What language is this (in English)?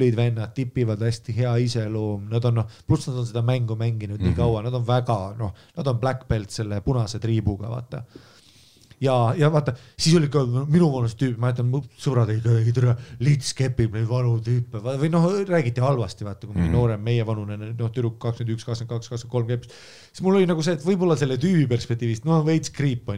Estonian